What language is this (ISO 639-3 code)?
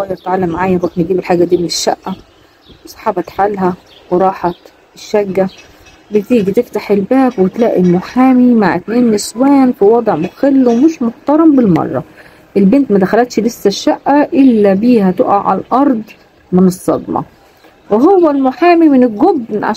arz